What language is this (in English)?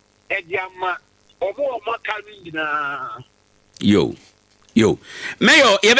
Akan